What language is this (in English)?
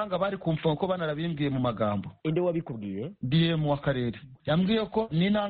Kinyarwanda